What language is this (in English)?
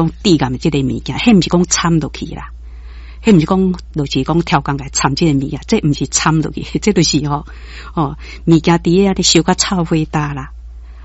Min Nan Chinese